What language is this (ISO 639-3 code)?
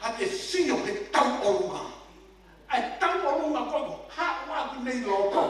ton